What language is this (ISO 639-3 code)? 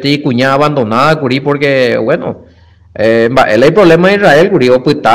grn